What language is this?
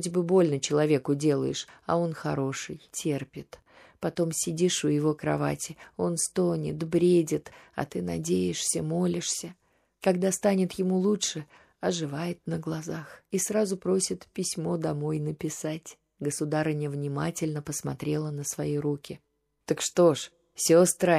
Russian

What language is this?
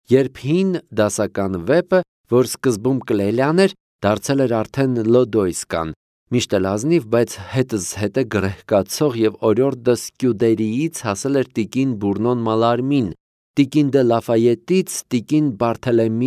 Armenian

